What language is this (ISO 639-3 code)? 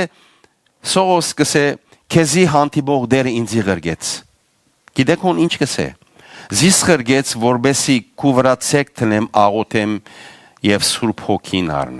hyw